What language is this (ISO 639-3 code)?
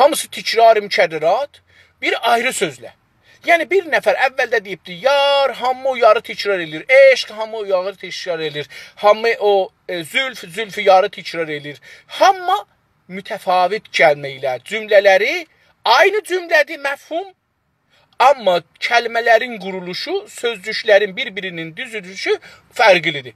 azb